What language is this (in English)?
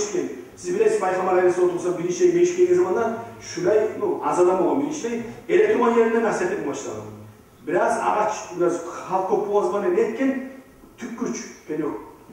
Kumyk